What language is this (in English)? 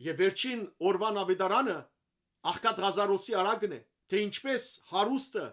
Western Armenian